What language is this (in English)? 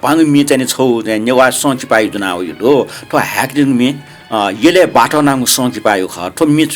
Newari